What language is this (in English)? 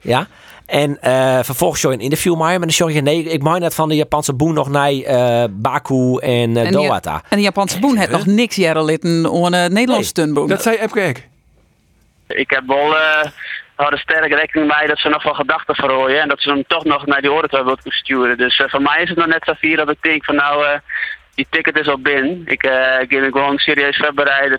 Western Frisian